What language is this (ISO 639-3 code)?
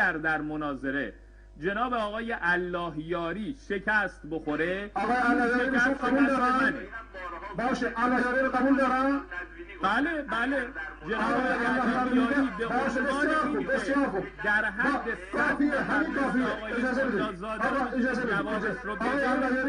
fas